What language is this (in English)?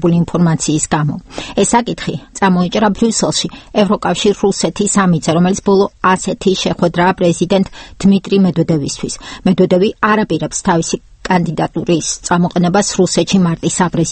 Georgian